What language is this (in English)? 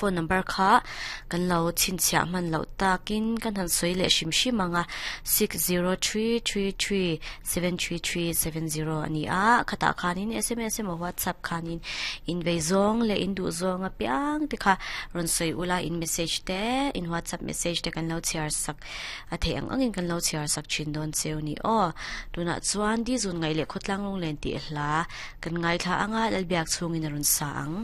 Mizo